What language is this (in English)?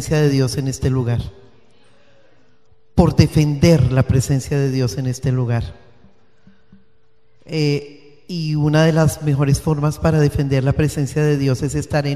Spanish